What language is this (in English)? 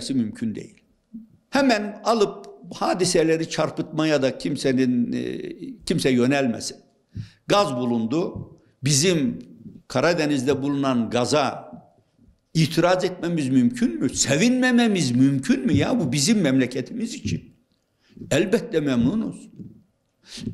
Turkish